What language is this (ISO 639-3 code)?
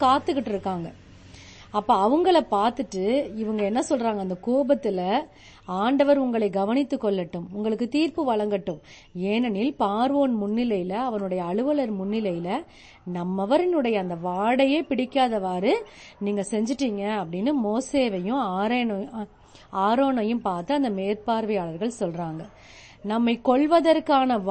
tam